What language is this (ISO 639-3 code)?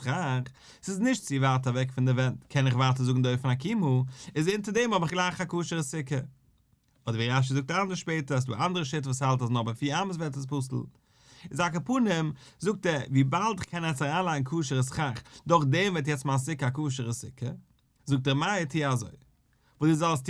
yid